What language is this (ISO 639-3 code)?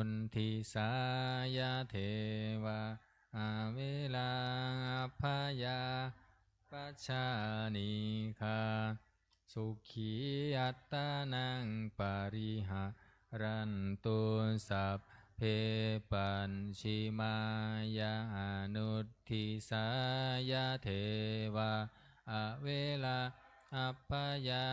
pli